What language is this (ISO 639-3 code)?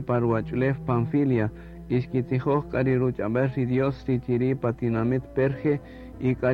cak